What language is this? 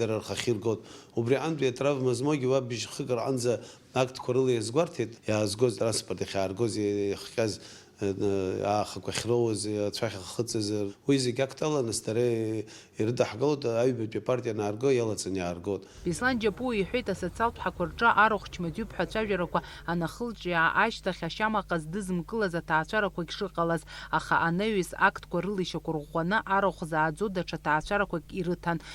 Abkhazian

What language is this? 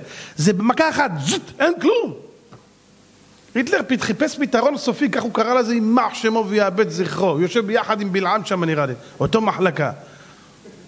Hebrew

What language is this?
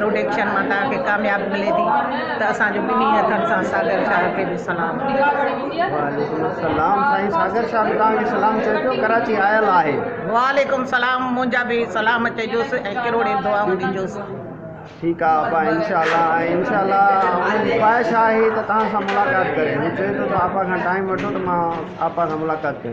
Sindhi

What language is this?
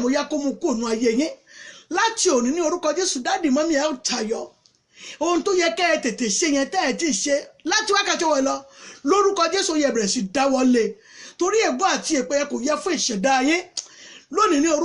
Yoruba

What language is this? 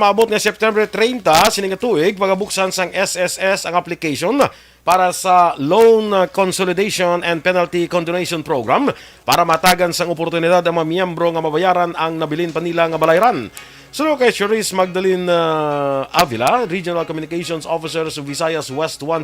Hiligaynon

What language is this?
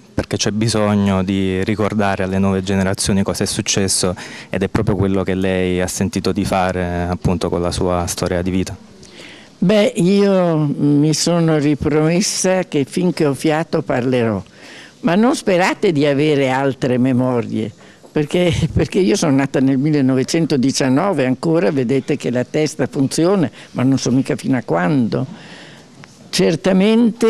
Italian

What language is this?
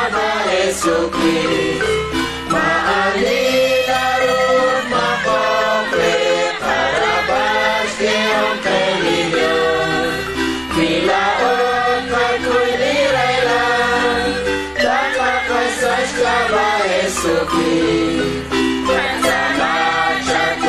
Kekchí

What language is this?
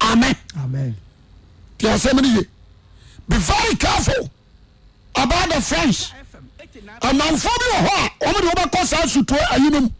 Akan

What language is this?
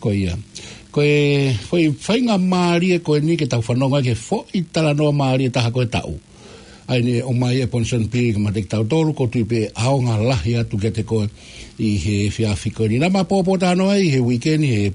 Tongan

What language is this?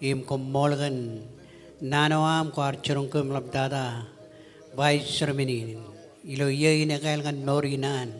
Marshallese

